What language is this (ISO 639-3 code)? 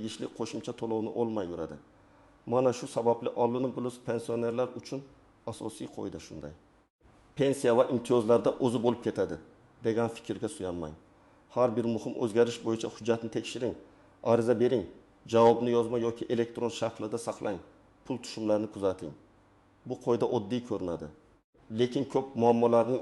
uzb